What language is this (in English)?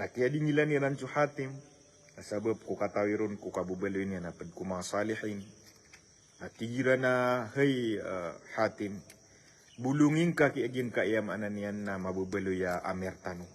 Maranao